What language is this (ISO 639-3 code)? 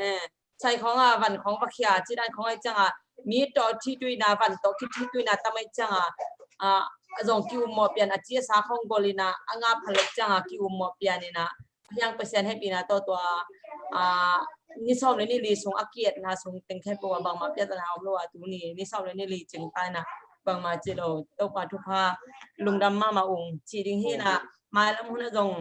ctd